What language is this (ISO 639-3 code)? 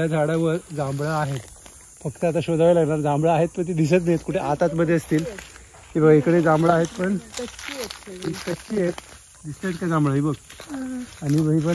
mar